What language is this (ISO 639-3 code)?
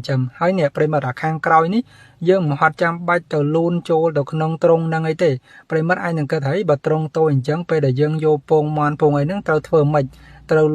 khm